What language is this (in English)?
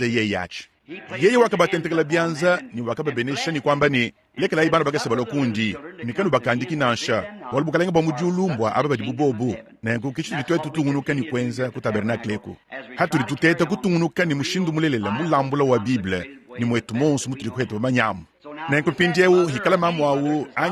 Luba-Lulua